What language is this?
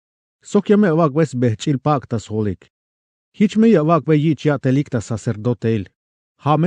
Tzeltal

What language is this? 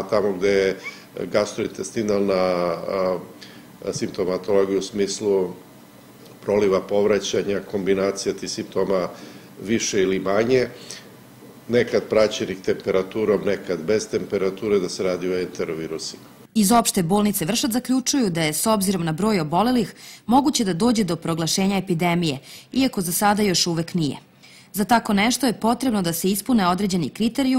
Serbian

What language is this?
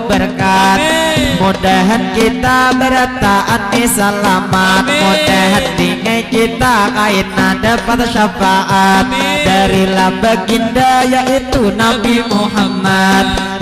Banjar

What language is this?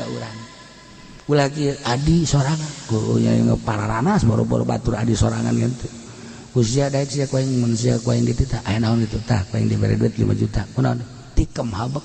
Sundanese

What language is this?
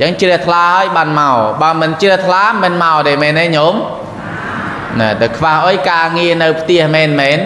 Khmer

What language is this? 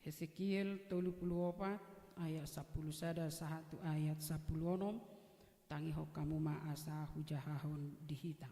Batak Toba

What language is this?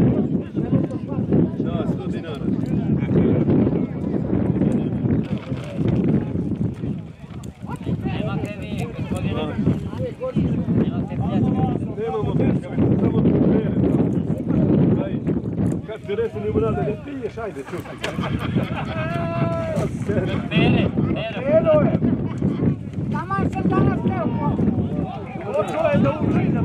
Serbian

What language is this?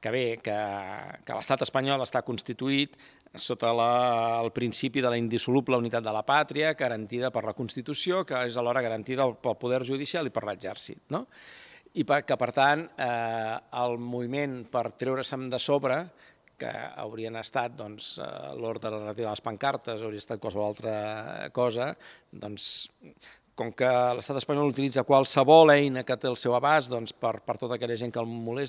Catalan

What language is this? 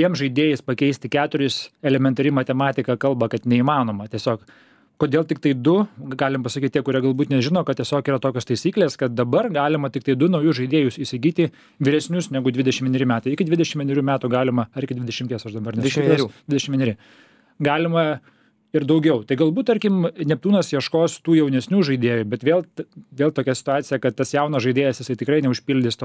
Lithuanian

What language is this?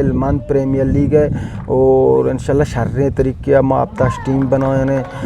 Eastern Balochi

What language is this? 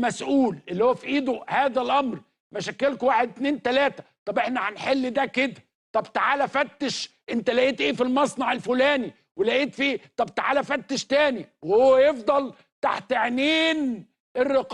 Egyptian Arabic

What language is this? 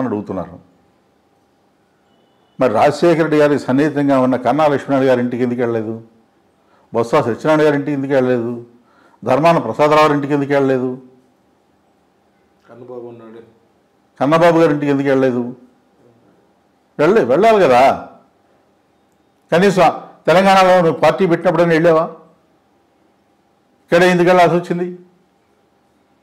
Telugu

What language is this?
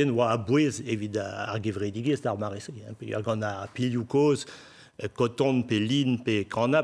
Breton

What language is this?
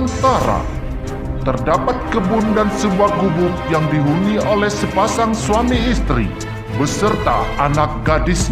Musi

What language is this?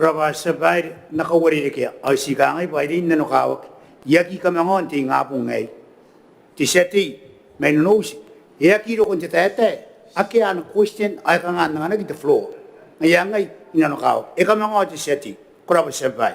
Gilbertese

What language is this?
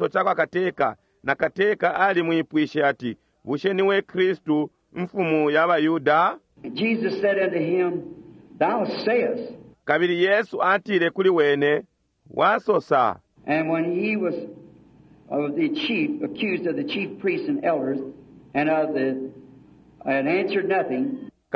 Bemba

